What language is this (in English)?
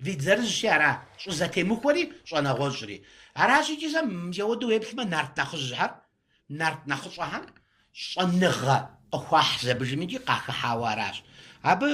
Kabardian